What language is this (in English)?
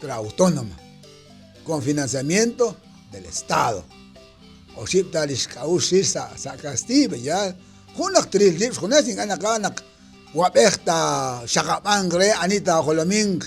Kekchí